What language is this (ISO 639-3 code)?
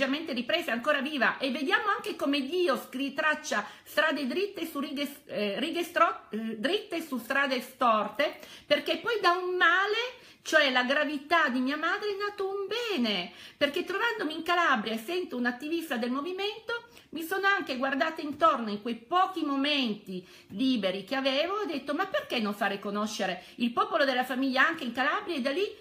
ita